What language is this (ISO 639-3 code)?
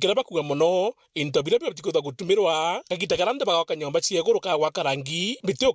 mer